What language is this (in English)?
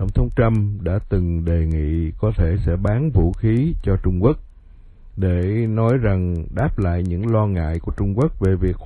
Vietnamese